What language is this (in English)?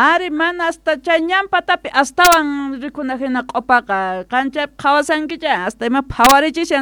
South Bolivian Quechua